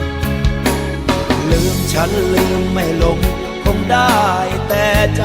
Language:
Lao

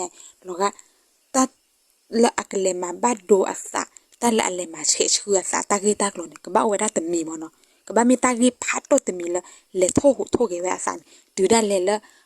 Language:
S'gaw Karen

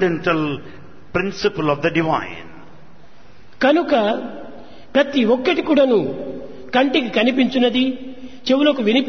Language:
Telugu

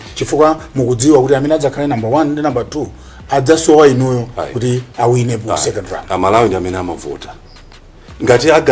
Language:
Nyanja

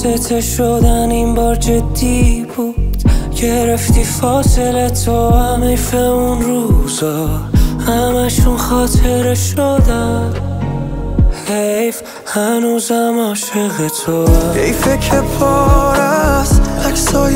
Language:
Persian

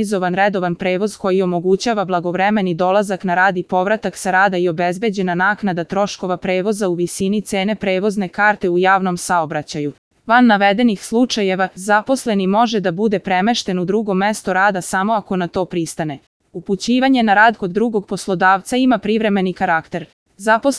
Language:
Serbian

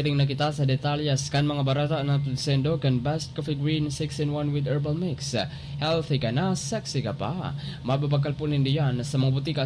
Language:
Bikol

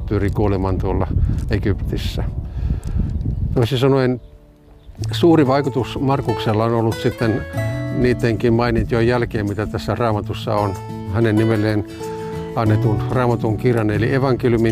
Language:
Finnish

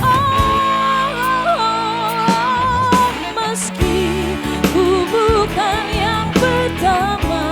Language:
Ambonese Malay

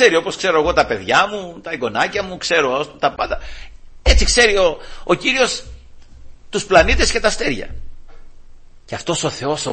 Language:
Greek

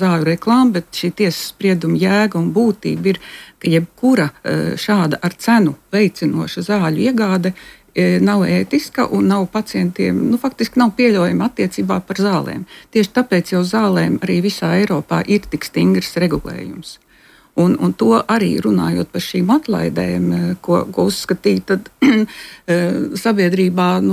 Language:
Latvian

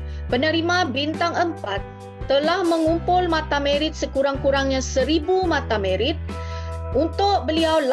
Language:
Malay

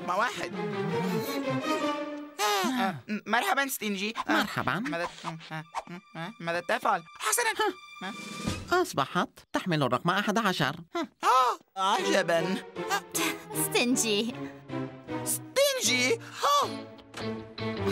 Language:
Arabic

